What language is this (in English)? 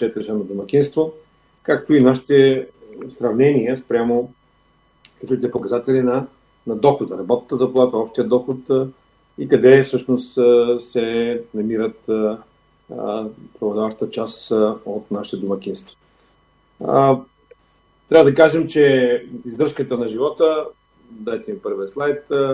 Bulgarian